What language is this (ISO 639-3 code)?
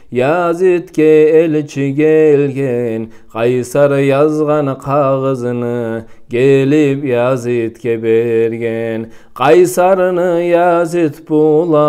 kum